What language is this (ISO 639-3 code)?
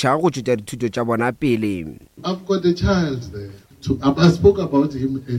nso